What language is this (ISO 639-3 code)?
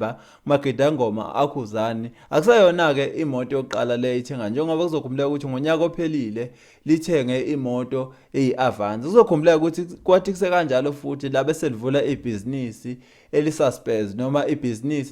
zul